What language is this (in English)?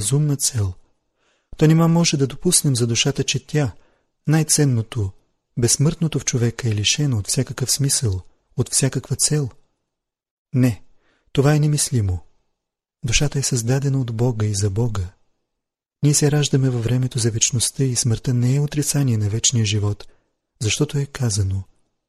Bulgarian